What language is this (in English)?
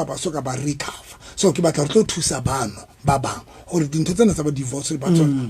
Southern Sotho